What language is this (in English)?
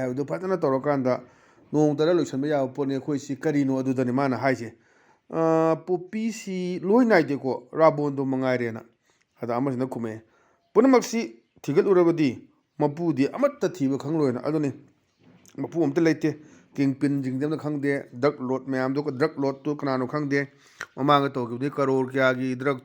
Manipuri